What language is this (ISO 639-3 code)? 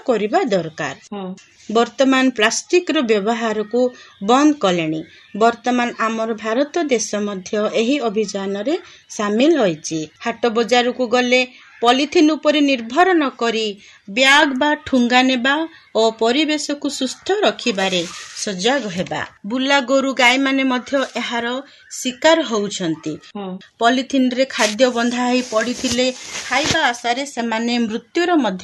ori